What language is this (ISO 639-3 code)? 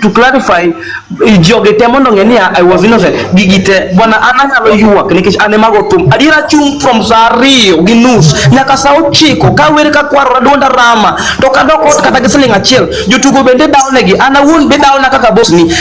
luo